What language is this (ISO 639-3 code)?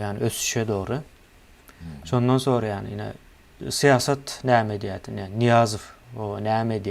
tuk